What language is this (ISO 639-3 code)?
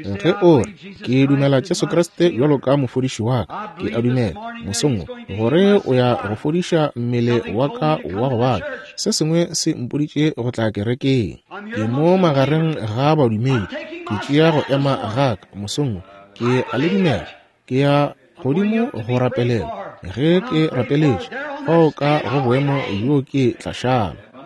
nso